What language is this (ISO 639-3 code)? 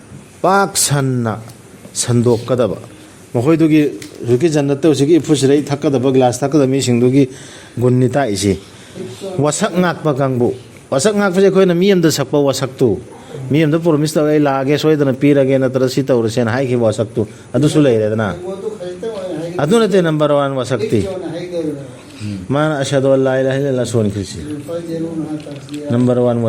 mni